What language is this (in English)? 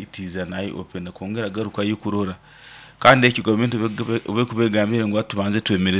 Nyankole